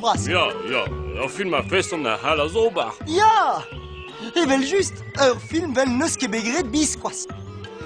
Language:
Breton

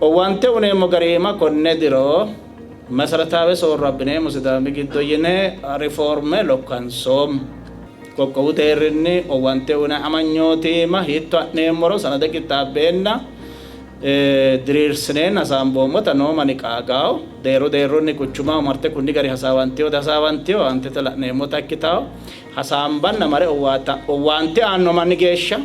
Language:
Sidamo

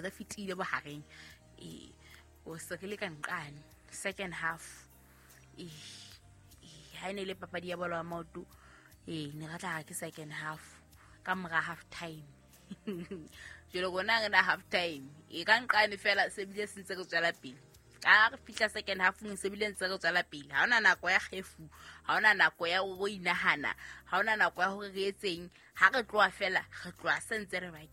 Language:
Southern Sotho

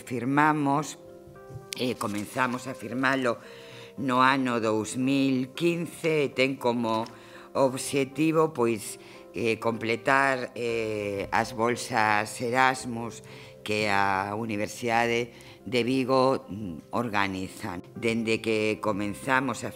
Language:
Galician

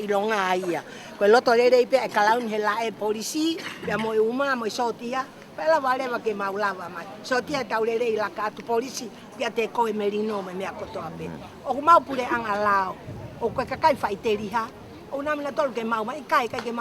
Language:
Tongan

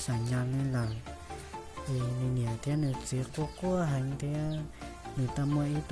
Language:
Hmong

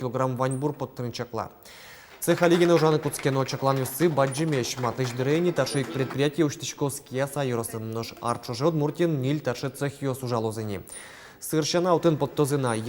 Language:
Udmurt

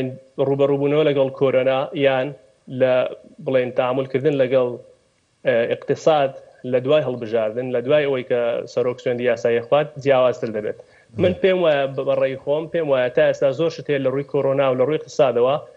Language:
Central Kurdish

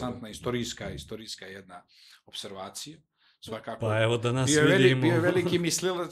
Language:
Serbian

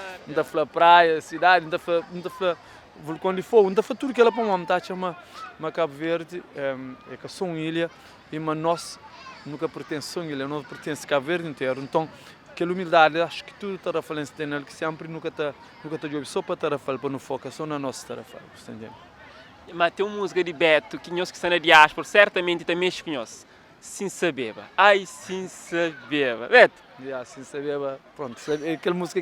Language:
Kabuverdianu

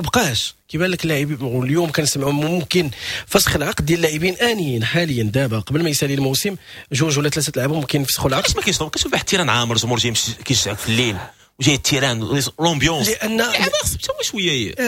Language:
Moroccan Arabic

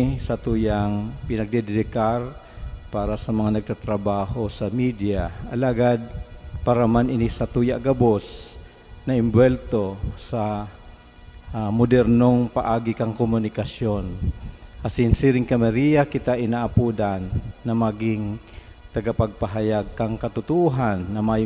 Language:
Bikol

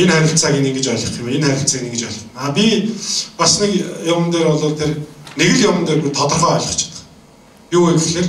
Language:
Mongolian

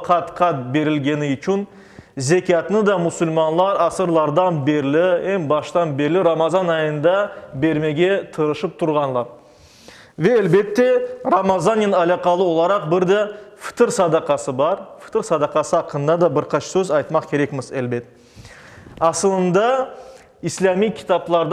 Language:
Crimean Tatar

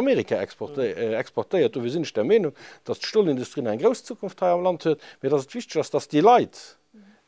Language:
Luxembourgish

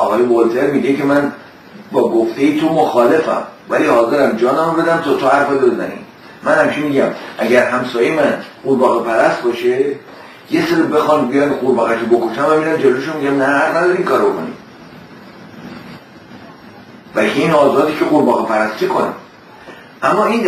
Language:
Persian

